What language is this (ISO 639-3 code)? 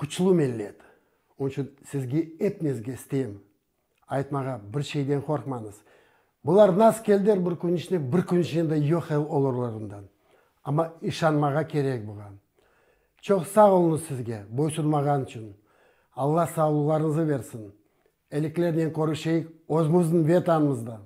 crh